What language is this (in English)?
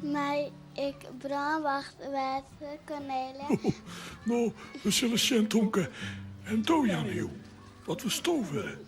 Western Frisian